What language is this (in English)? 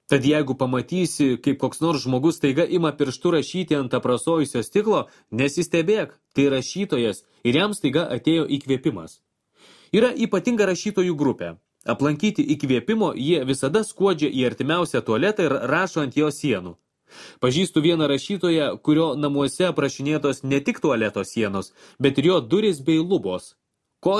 Lithuanian